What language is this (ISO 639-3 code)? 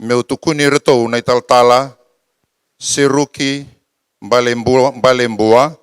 fij